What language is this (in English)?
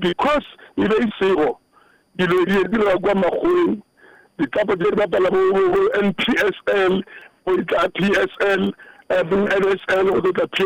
Northern Sotho